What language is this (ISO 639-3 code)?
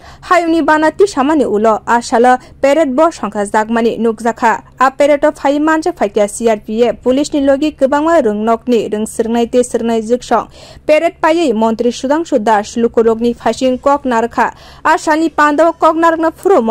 trp